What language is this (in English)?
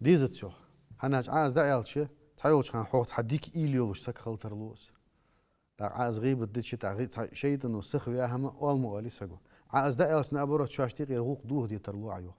Ingush